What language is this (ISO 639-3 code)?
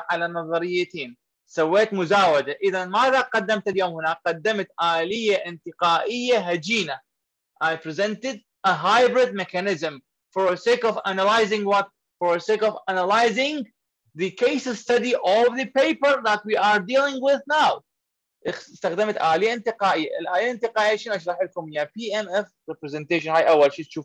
acm